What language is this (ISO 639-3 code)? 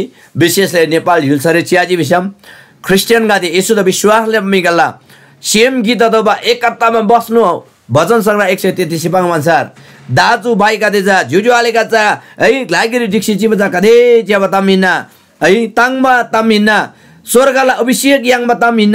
taj